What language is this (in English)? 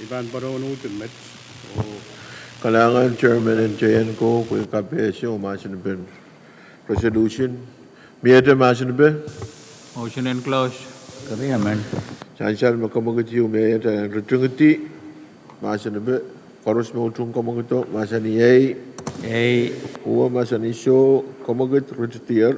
Pohnpeian